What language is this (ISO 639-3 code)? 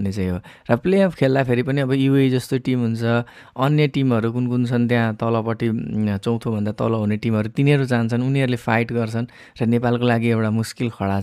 nep